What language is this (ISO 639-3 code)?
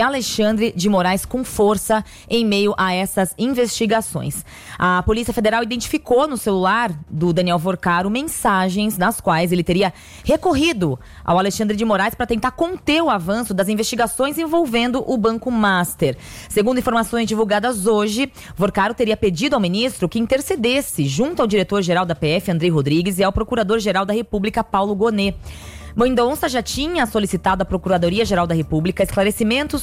por